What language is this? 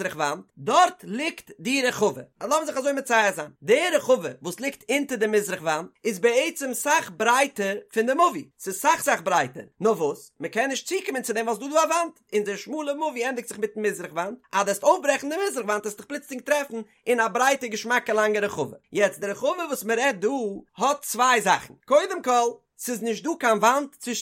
Yiddish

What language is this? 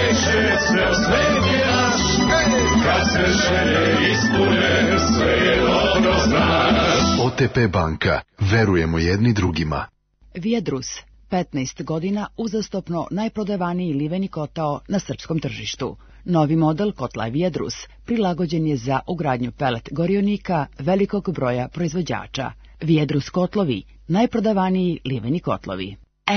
Serbian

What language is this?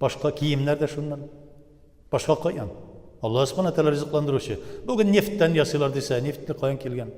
Tatar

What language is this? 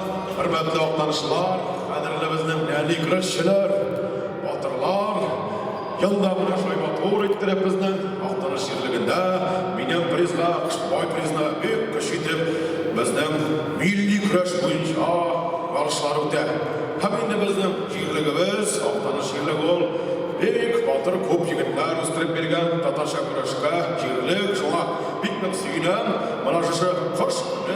Tatar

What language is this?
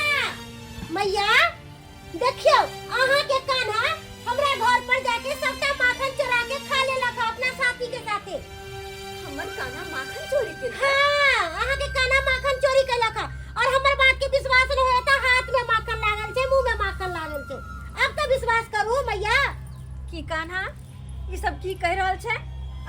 Maithili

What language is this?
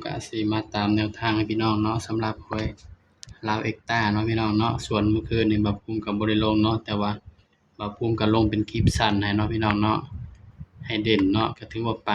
Northeastern Thai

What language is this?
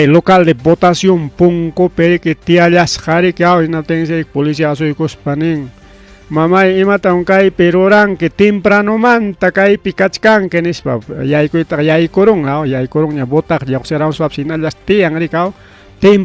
Ayacucho Quechua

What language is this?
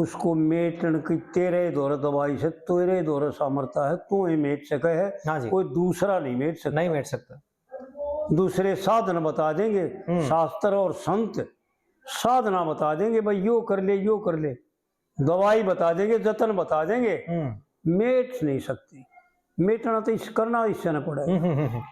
Haryanvi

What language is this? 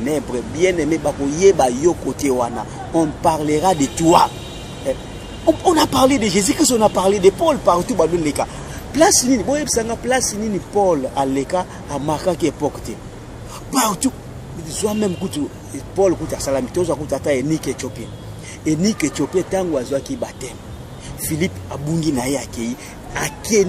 Lingala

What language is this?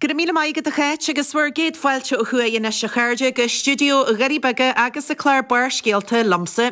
Irish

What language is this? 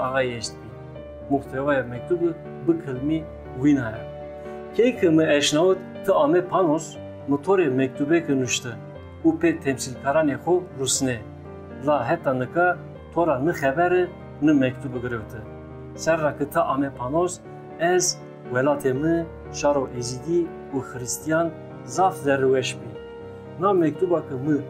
Zaza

